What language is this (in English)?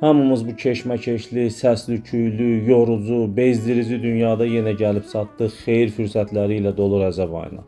Azerbaijani